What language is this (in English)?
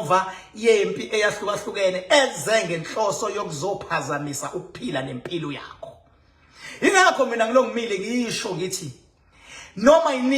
Zulu